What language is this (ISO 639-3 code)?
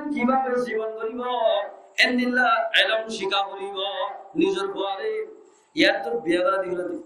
rhg